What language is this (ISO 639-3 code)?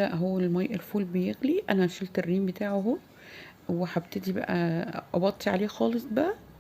arz